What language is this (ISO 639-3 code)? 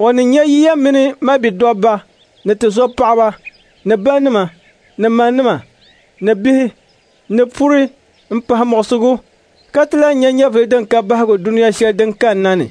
dag